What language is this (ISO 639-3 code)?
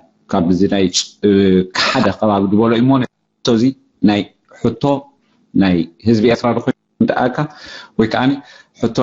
tir